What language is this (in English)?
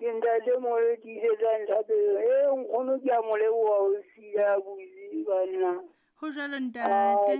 Southern Sotho